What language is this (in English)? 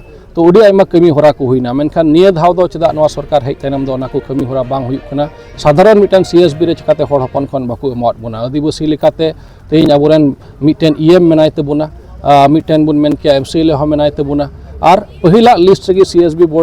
Santali